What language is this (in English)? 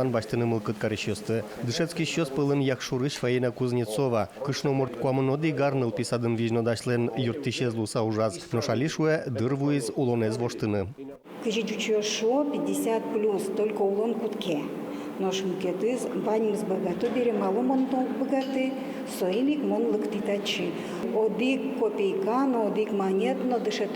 Udmurt